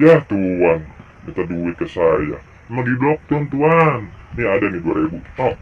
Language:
Betawi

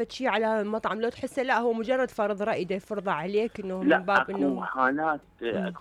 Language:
Mesopotamian Arabic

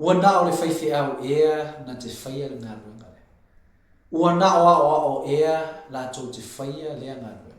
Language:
Samoan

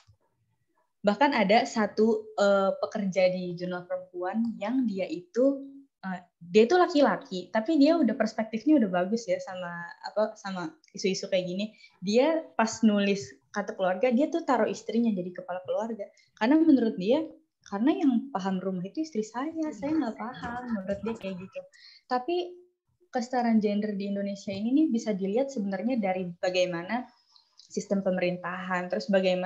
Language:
Indonesian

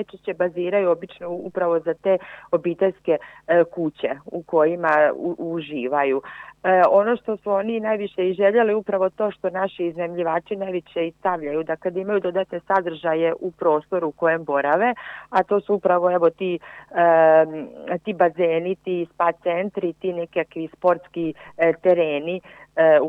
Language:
Croatian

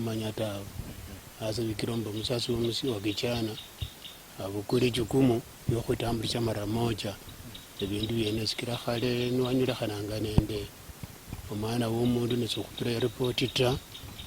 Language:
Luyia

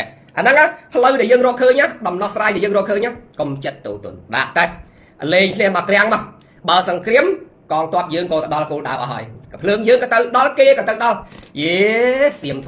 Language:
Khmer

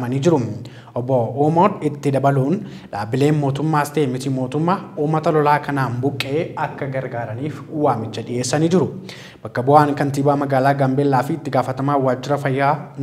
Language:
Oromo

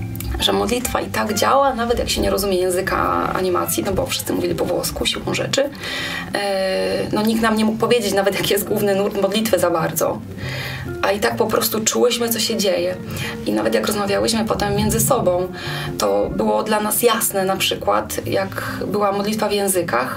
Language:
Polish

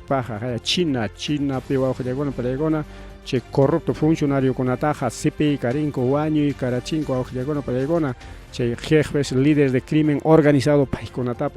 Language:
Ayacucho Quechua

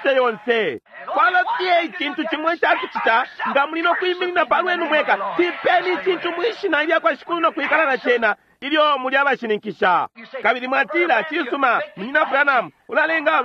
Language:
Bemba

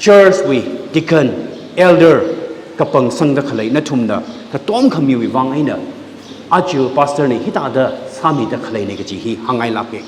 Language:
Tangkhul Naga (India)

